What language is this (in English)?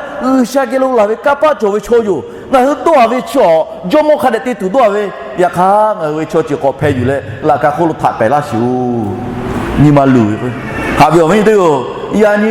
Lahu